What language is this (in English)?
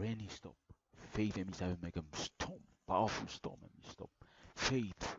Bislama